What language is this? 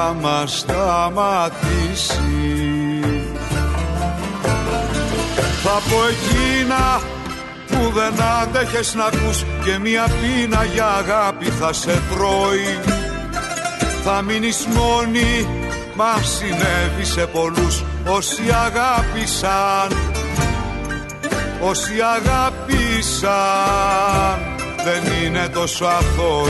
Greek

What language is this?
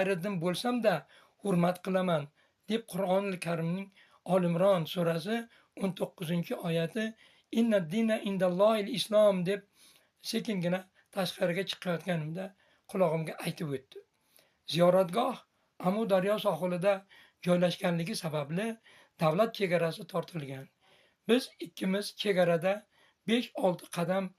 Uzbek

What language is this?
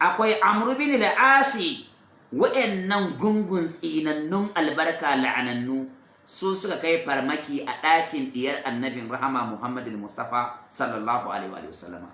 Hausa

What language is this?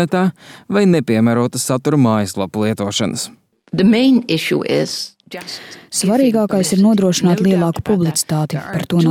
Latvian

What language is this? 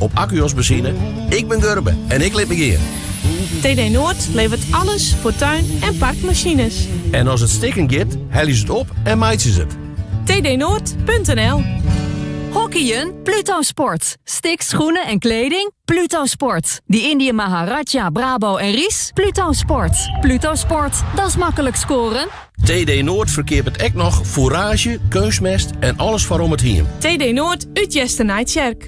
Western Frisian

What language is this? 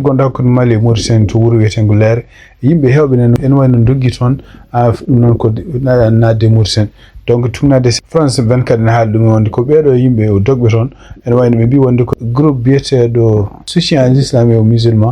Fula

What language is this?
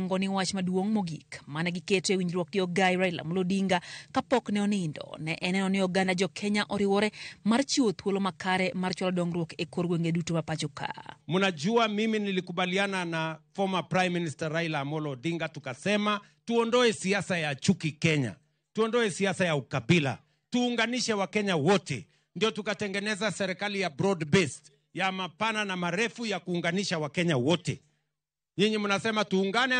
Luo (Kenya and Tanzania)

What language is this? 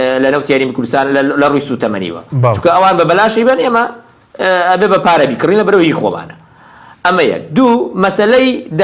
Central Kurdish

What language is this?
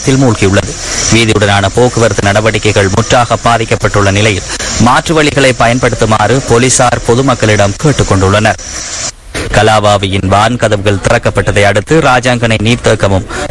Tamil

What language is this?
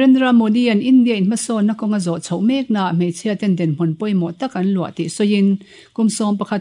Mizo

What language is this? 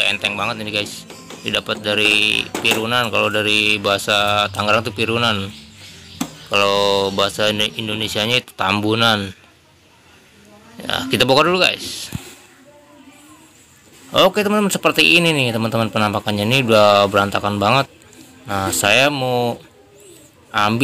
Indonesian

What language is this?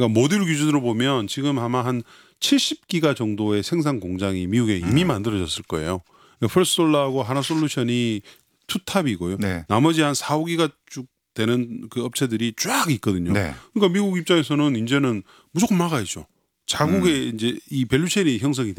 Korean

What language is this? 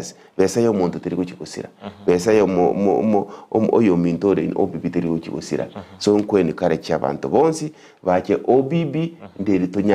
Gusii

